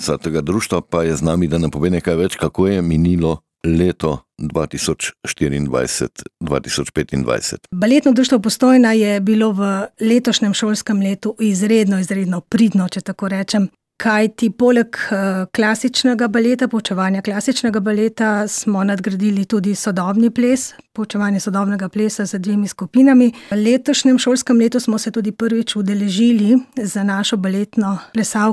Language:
Slovenian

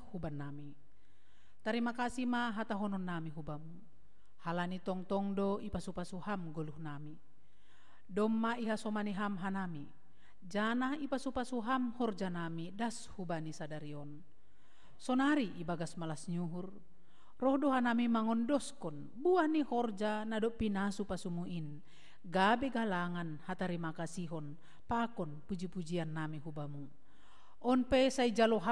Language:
Batak Simalungun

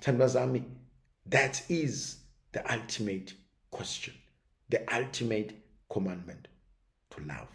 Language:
Zulu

